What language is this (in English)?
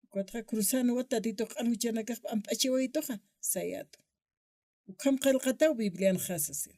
Aymara